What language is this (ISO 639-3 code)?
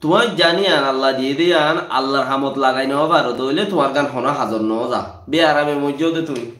rhg